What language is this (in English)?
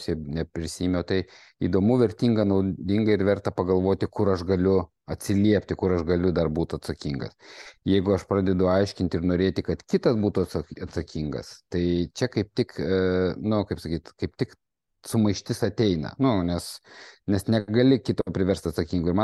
Lithuanian